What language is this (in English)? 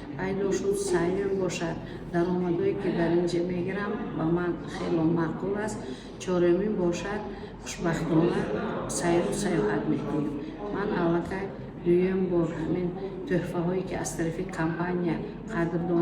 Tajik